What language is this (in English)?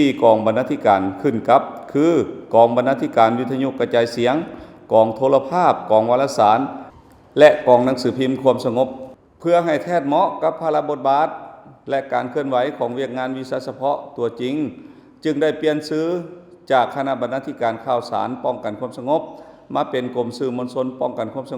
Lao